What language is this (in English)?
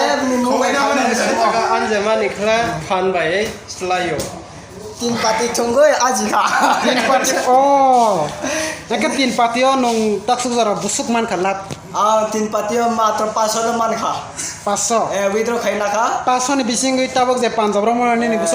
Kok Borok